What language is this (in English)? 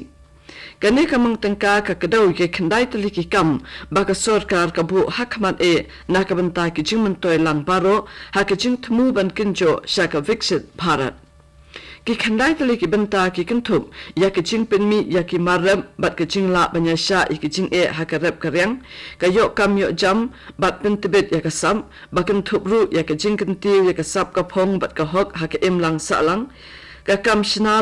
Khasi